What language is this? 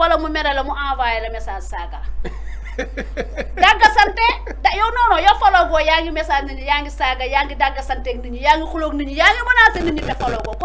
Wolof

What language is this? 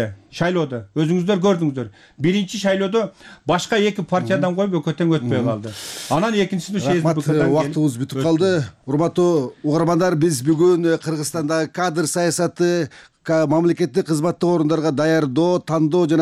Kyrgyz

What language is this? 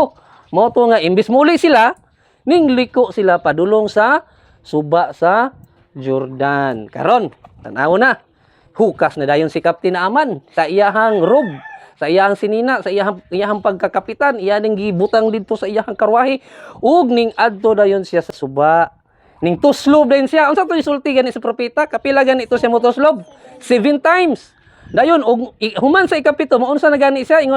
Cebuano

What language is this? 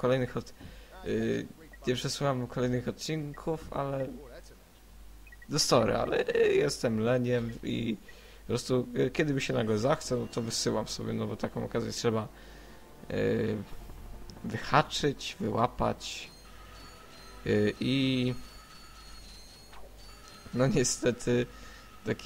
Polish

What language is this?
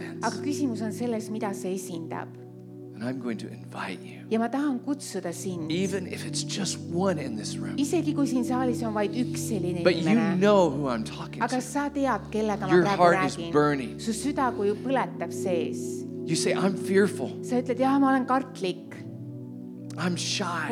Estonian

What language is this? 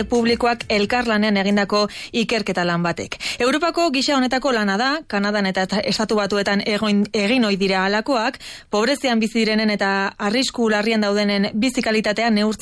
Basque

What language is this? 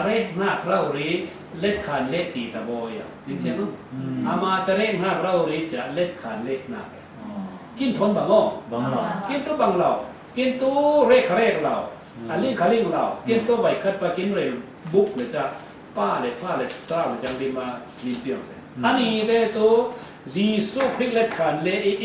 Falam Chin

